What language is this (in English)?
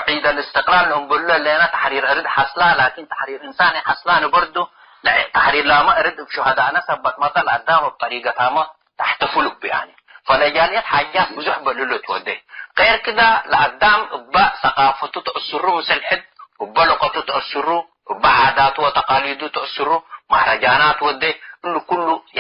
Tigre